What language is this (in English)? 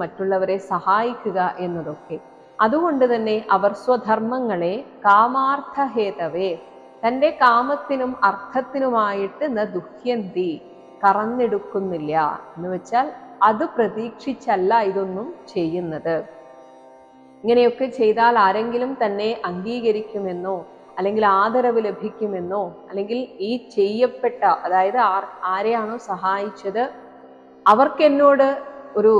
Malayalam